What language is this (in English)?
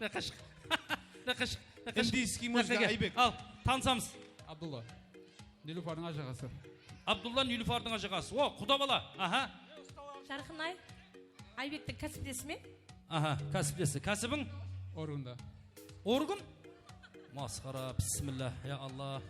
Kara-Kalpak